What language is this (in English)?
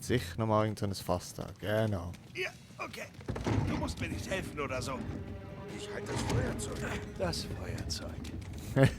Swiss German